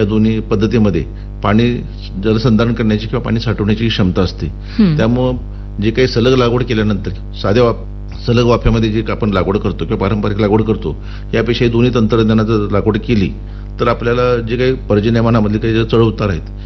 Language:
Marathi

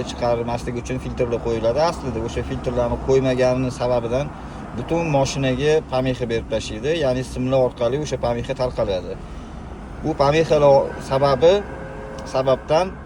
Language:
Uzbek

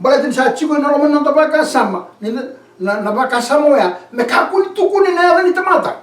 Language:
Fijian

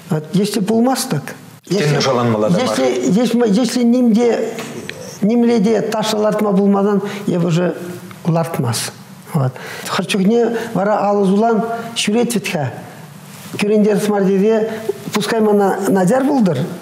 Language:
Chuvash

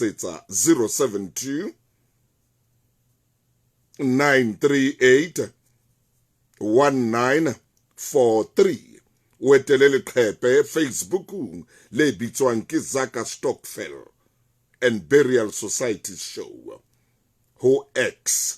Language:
Southern Sotho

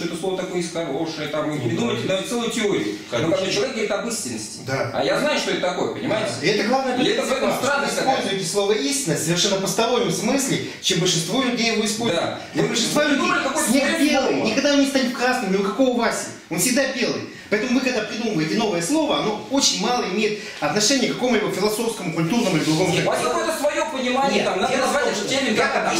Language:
Russian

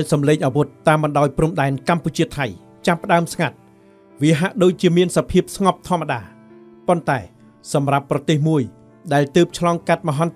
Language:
Khmer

